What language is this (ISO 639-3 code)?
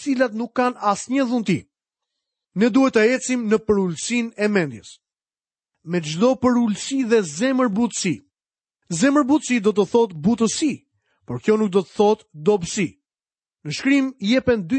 sqi